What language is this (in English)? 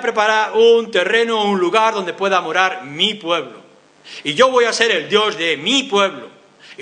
Spanish